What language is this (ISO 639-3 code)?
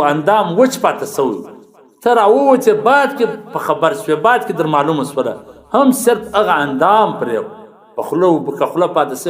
pus